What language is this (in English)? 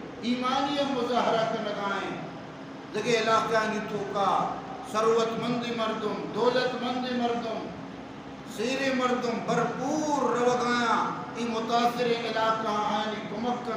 Baluchi